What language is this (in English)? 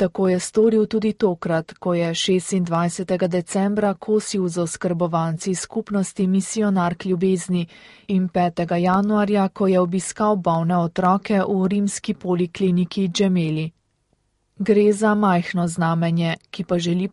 Slovenian